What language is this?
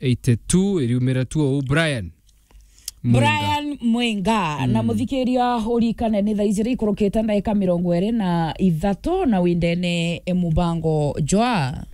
Meru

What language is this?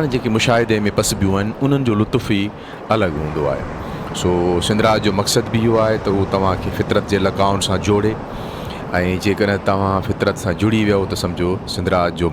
Sindhi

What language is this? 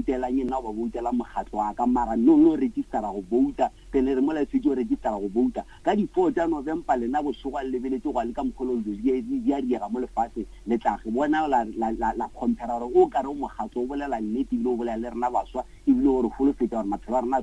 Northern Sotho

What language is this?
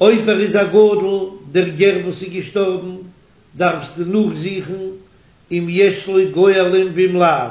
Yiddish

